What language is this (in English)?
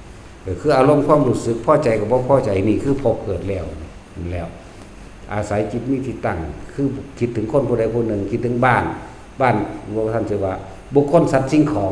Lao